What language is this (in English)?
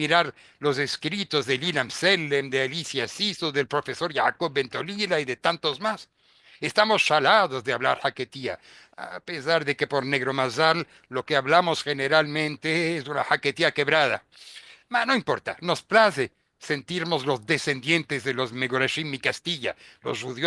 Ladino